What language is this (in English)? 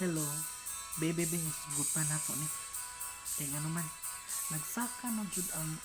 Cebuano